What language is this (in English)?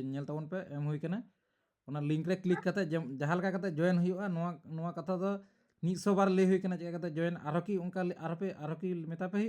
Santali